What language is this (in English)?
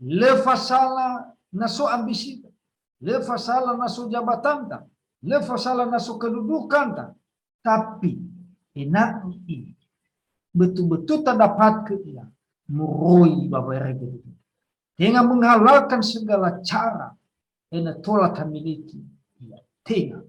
Nias